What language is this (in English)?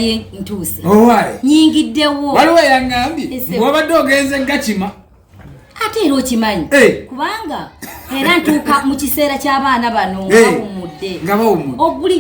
Ganda